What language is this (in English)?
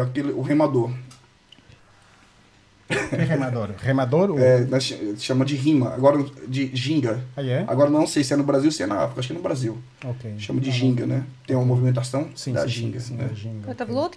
Portuguese